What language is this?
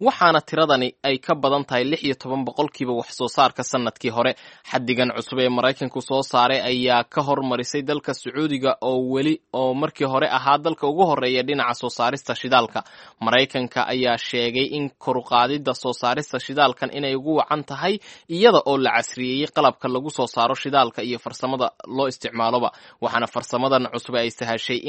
Somali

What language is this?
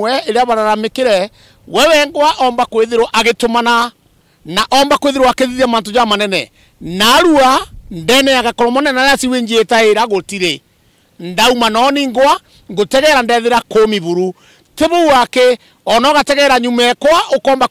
Meru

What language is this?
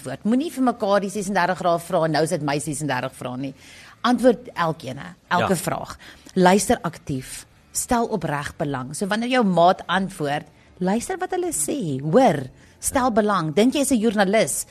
Afrikaans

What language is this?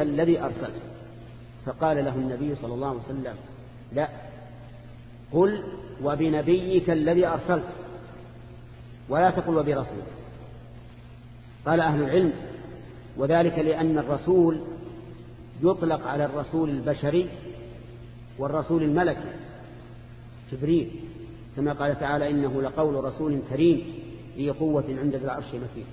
Arabic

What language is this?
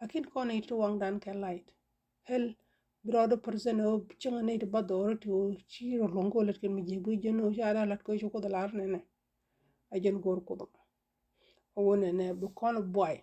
Nuer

